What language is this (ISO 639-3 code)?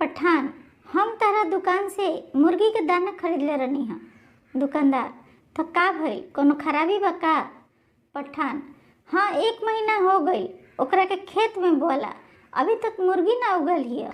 bho